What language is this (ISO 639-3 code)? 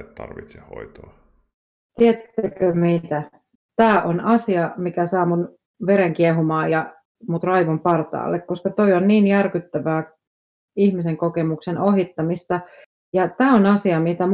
fin